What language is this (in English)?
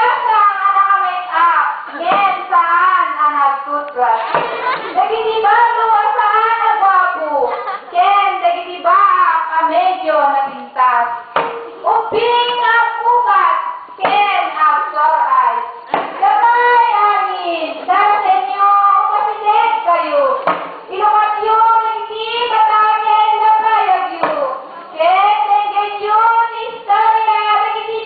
Iloko